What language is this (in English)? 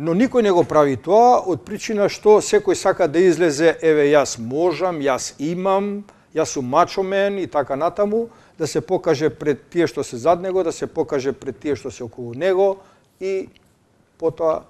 Macedonian